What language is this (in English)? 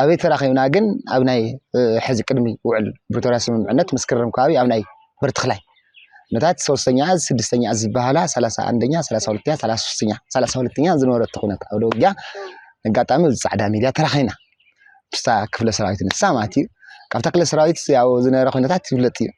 Tigrinya